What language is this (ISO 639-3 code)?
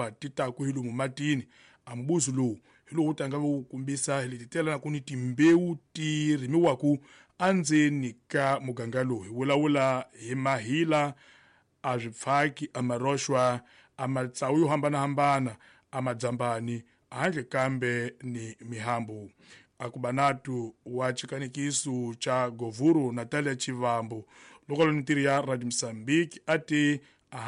tso